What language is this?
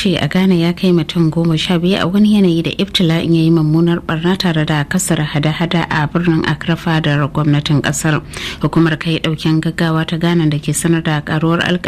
Hausa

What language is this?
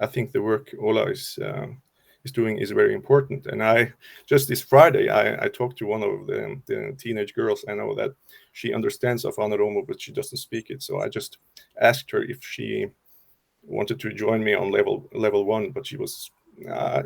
English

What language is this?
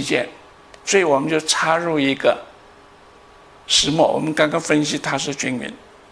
Chinese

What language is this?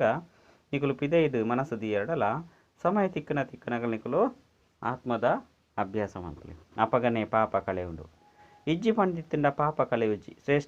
Tulu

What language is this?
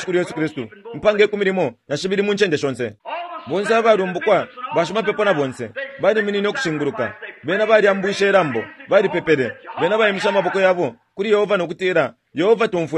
Bemba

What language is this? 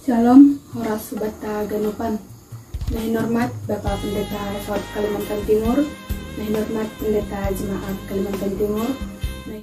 Batak Simalungun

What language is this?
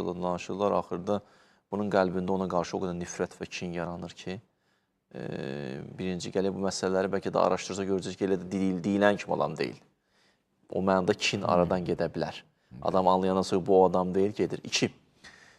Azerbaijani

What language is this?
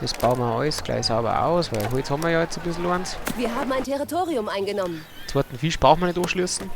Bavarian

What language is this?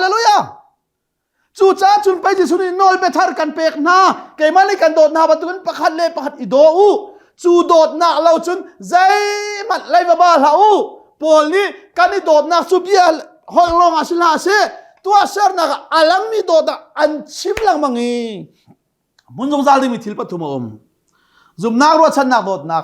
Hakha Chin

